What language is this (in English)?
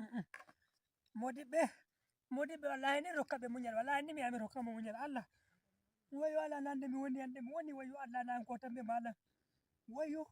Nigerian Fulfulde